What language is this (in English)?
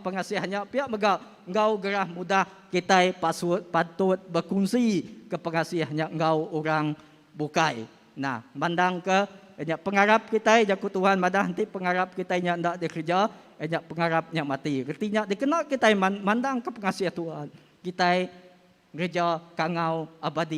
Iban